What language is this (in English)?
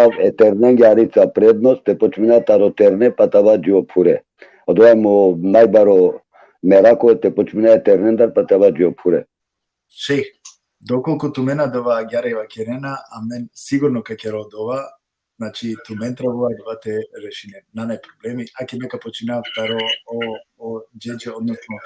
Balkan Romani